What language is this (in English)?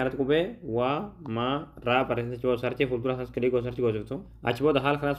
Oromo